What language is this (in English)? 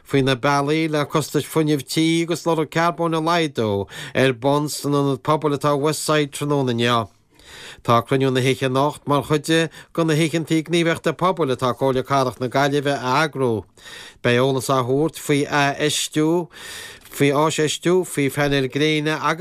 Irish